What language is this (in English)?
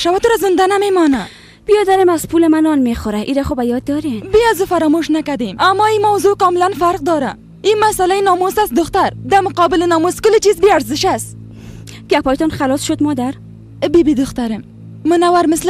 Persian